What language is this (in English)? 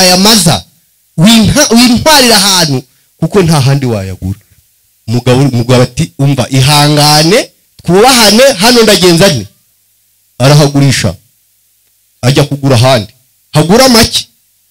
Kinyarwanda